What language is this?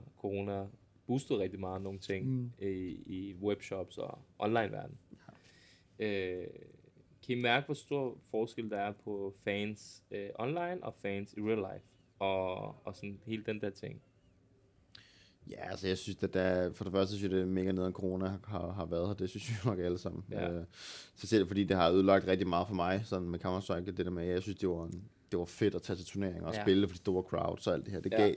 Danish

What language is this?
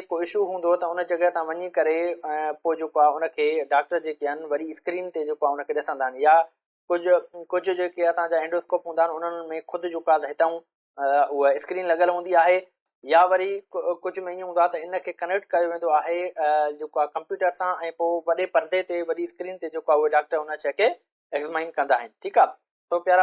Sindhi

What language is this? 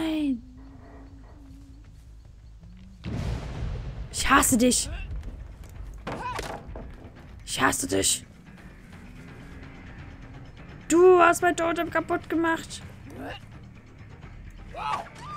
German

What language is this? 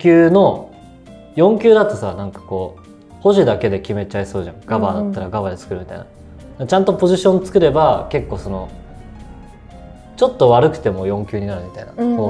Japanese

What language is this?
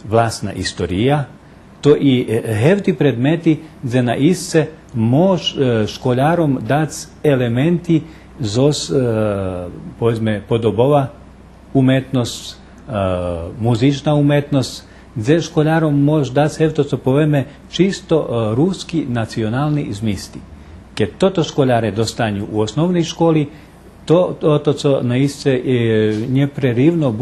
Rusyn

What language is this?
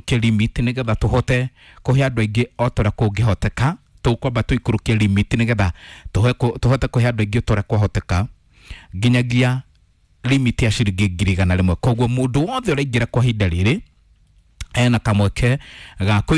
Kikuyu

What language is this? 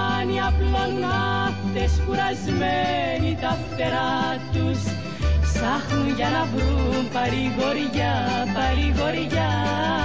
Greek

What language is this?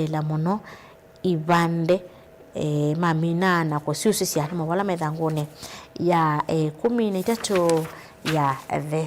Kamba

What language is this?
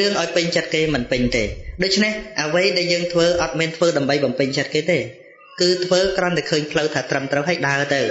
Khmer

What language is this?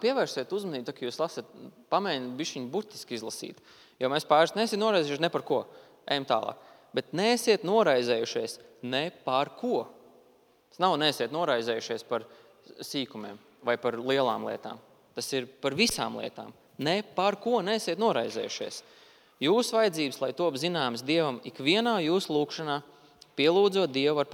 Latvian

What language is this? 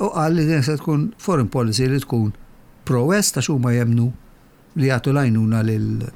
Maltese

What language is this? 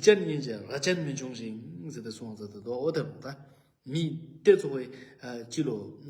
Ladakhi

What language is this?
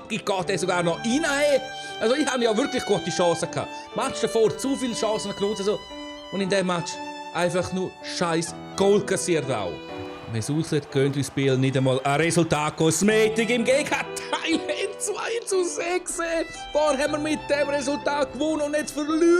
Swiss German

